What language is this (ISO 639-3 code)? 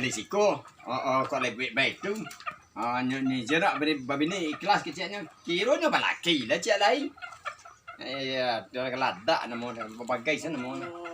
min